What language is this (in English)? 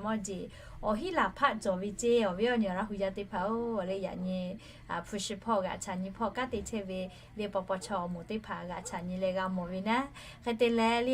Lahu